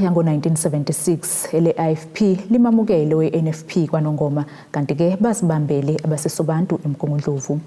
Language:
Zulu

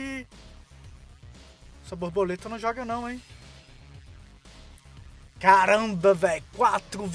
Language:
Portuguese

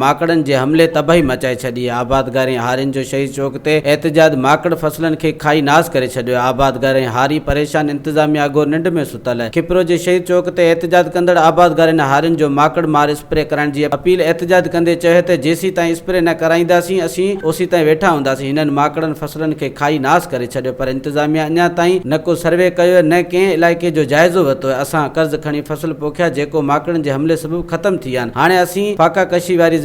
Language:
Sindhi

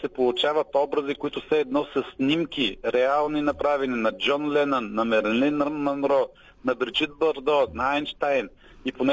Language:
Bulgarian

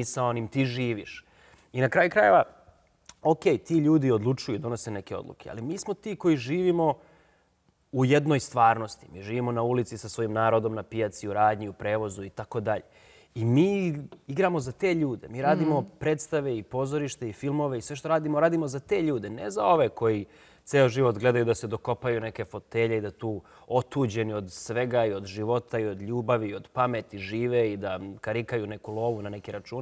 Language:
Serbian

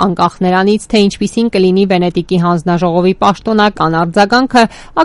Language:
Armenian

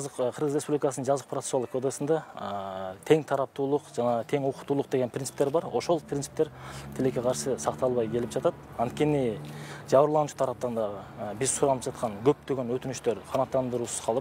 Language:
Kyrgyz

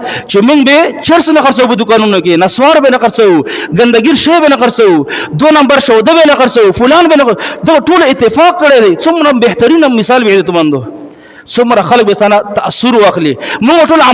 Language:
Pashto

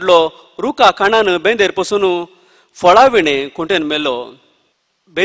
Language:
Konkani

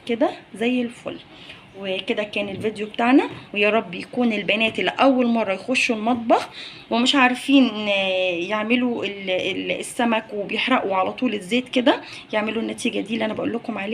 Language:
Egyptian Arabic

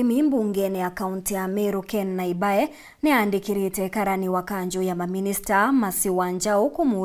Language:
Meru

